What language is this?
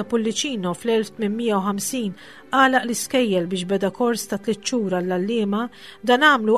Maltese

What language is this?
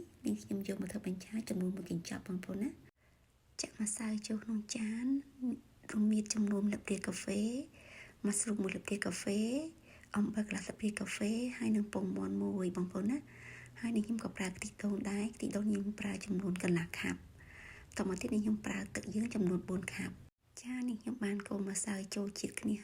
Khmer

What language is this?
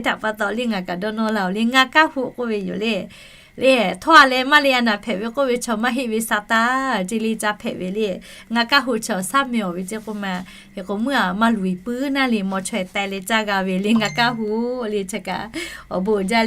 Lahu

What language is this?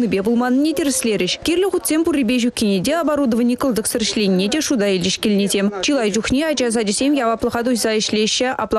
Chuvash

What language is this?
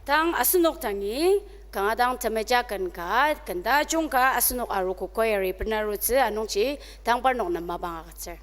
Ao Naga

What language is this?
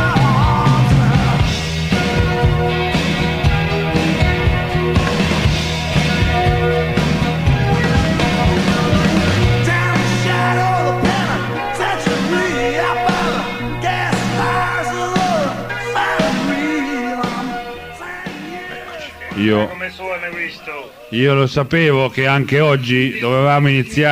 Italian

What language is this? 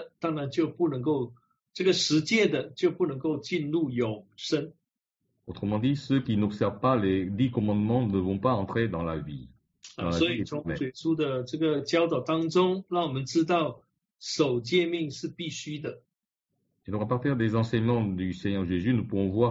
Chinese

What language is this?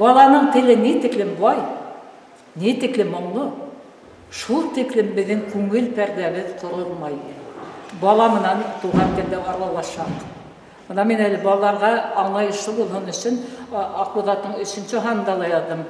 Bashkir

